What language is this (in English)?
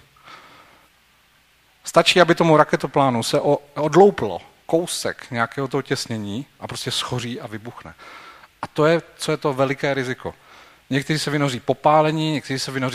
Czech